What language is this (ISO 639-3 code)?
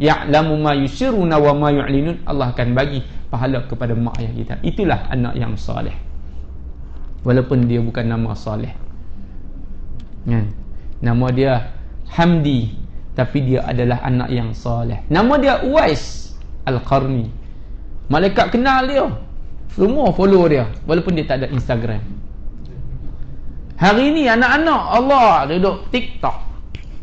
msa